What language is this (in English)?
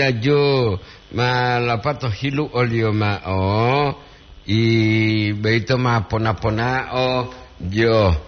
Gorontalo